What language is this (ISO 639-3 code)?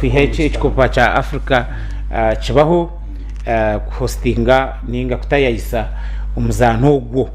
nyn